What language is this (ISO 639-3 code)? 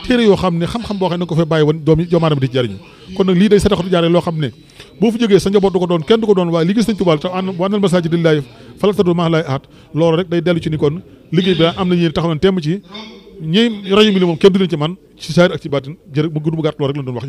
wol